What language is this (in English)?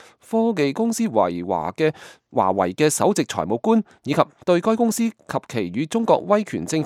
Cantonese